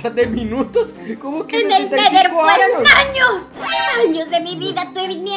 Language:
Spanish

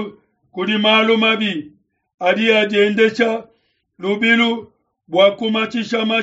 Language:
Luba-Lulua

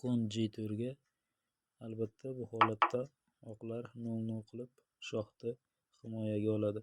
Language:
Uzbek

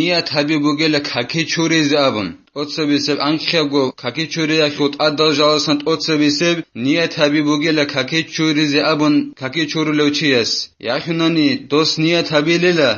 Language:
Avaric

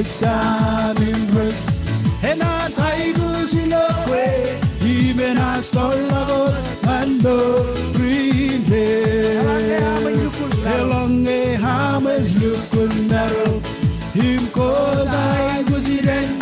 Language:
Marshallese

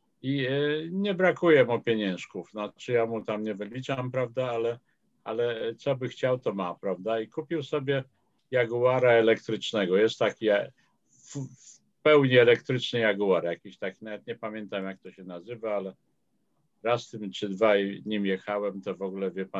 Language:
Polish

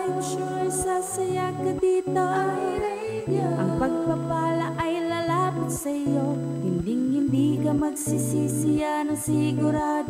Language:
Filipino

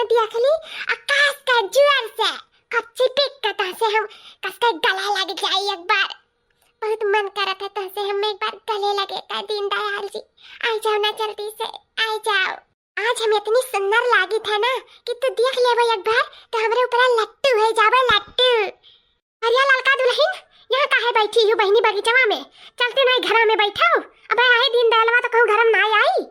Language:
Awadhi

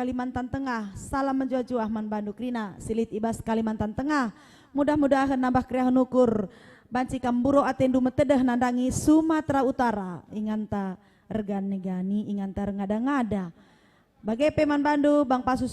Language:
Batak Karo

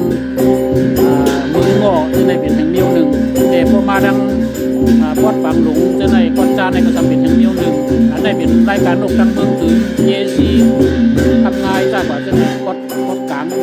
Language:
Shan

